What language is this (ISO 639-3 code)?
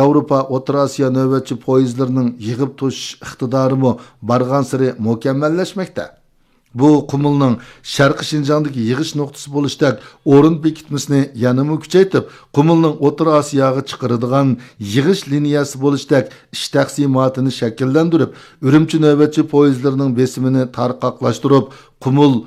uig